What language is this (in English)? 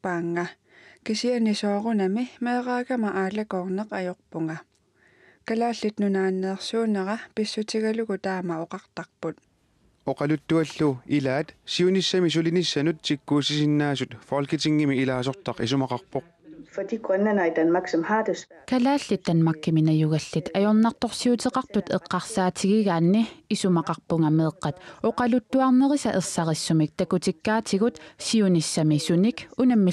Kalaallisut